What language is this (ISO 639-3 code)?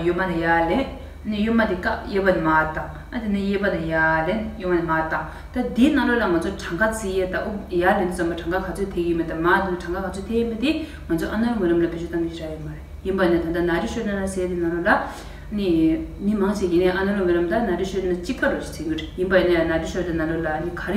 bod